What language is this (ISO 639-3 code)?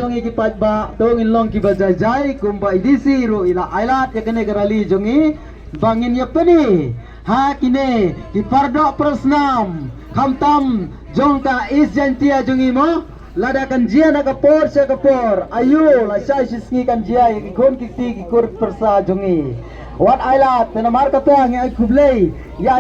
kha